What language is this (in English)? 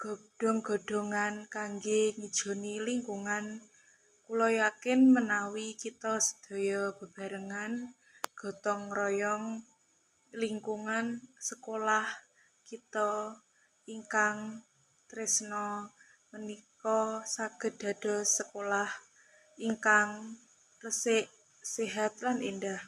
Javanese